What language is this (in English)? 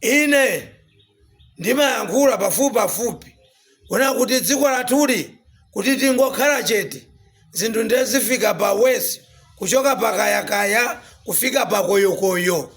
Nyanja